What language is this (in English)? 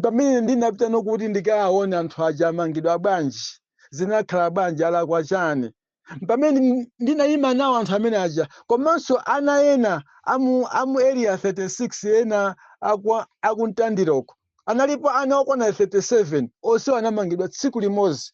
Nyanja